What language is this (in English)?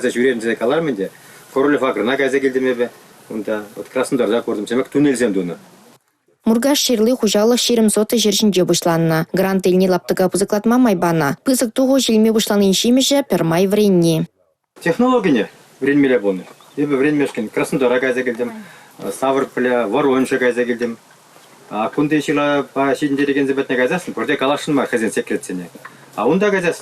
Chuvash